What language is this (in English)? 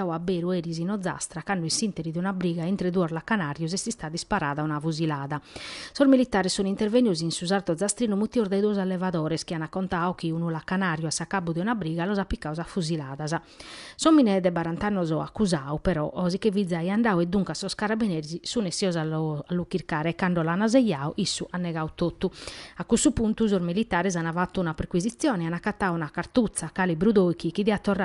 Sardinian